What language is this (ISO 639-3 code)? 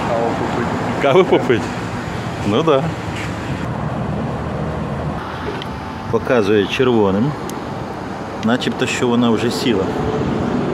ukr